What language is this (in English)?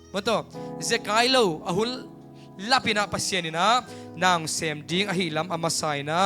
Tedim Chin